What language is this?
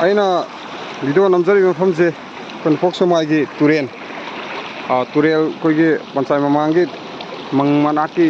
Manipuri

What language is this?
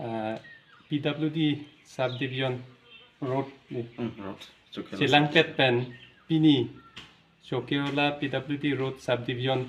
Karbi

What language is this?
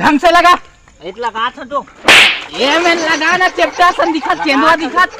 Chhattisgarhi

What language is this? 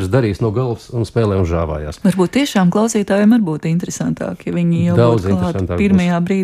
Latvian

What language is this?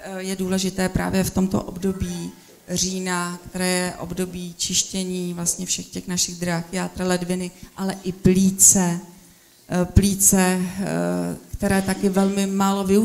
Czech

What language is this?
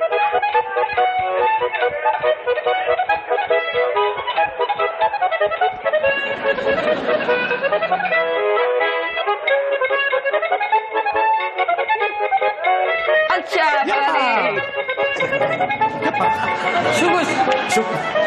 Basque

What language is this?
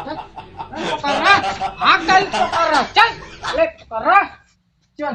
Chhattisgarhi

